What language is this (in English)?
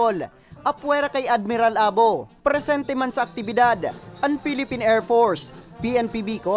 Bikol